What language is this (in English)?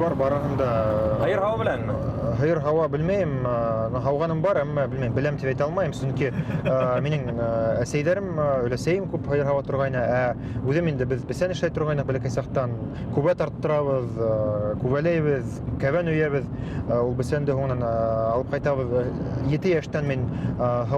Bashkir